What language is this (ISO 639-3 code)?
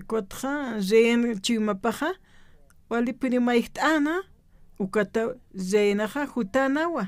aym